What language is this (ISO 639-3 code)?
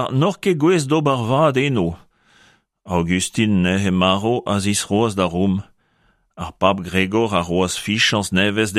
bre